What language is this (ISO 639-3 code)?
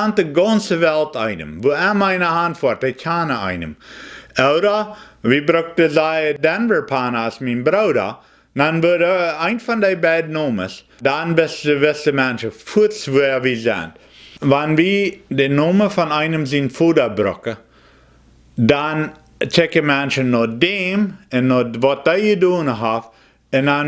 pdt